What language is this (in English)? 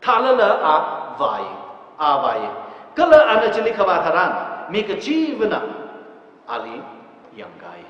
Tangkhul Naga (India)